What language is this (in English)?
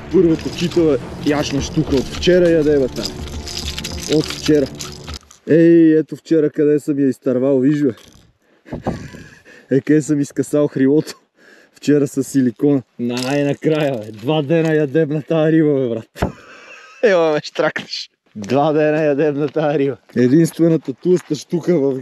Bulgarian